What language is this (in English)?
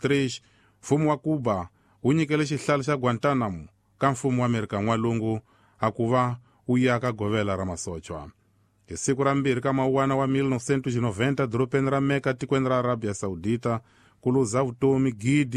Tsonga